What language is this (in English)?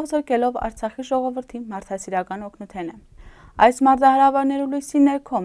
Armenian